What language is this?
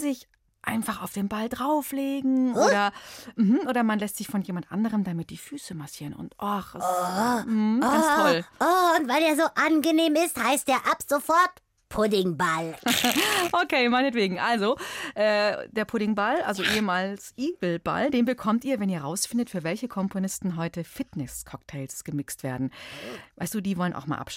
German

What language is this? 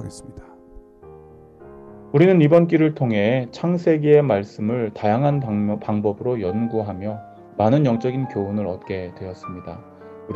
Korean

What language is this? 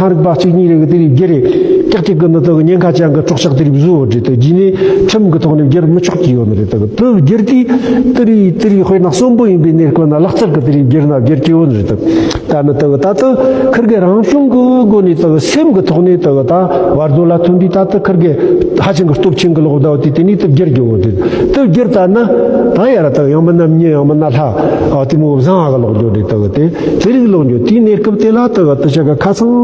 Tibetan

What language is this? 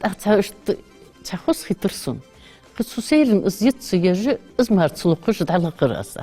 Ingush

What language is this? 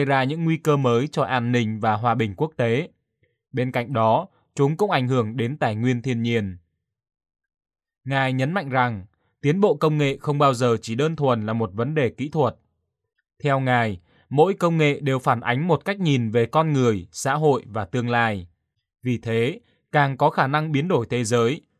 Vietnamese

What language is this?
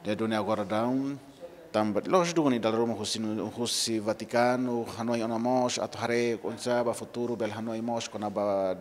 Tetum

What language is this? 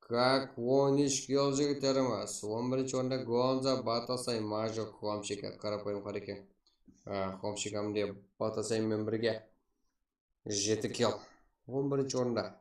Kara-Kalpak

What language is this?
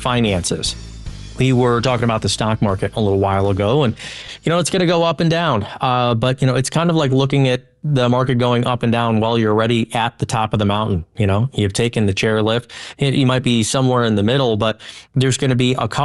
English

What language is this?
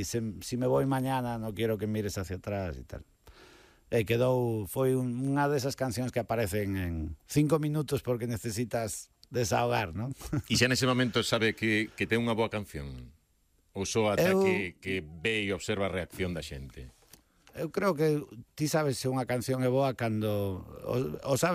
Galician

